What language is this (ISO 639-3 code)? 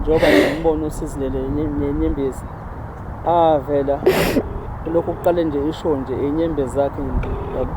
zul